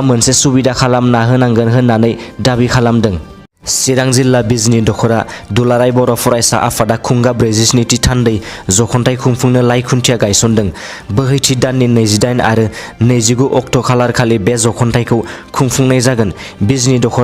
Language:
Bodo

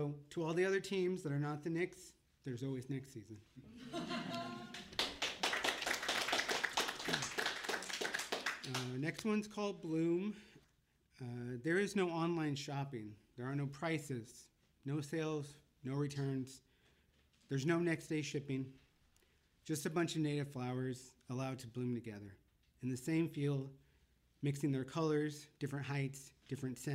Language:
English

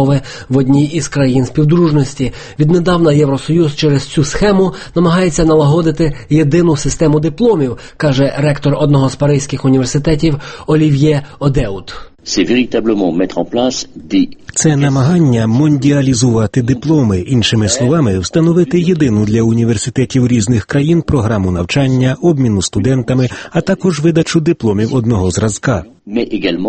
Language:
Ukrainian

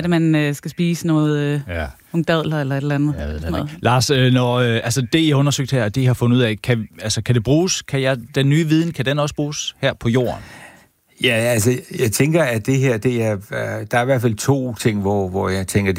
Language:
Danish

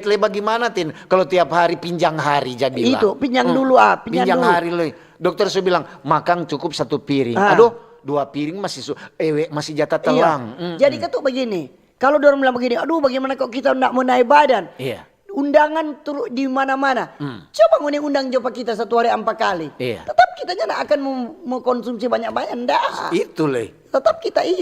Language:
Manado Malay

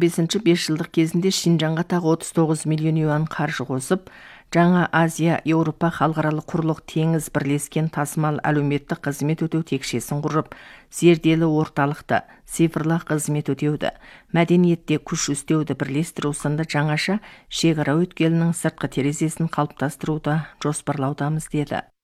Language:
Kazakh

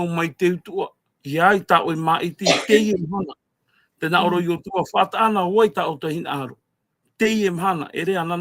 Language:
Tahitian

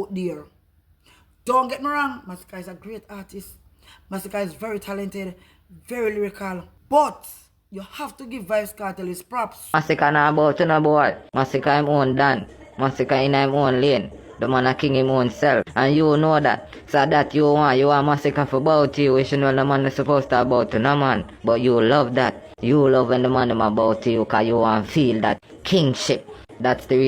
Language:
Jamaican Creole English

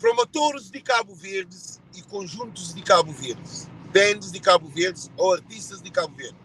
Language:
Kabuverdianu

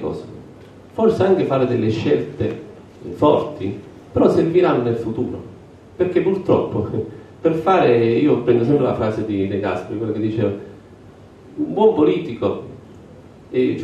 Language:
Italian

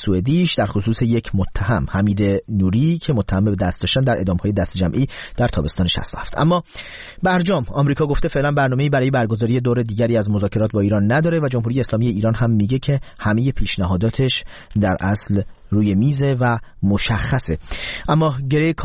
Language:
Persian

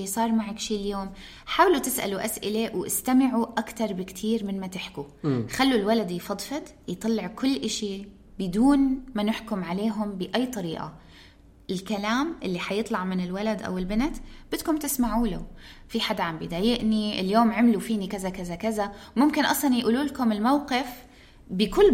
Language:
North Levantine Arabic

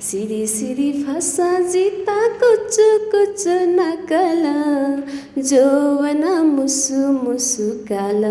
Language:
Newari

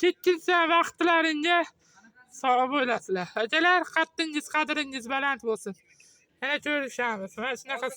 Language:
Uzbek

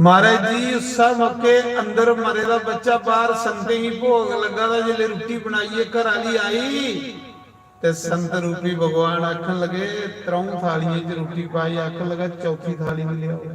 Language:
Dogri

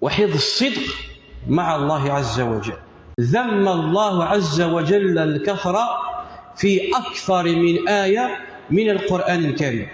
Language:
Kabyle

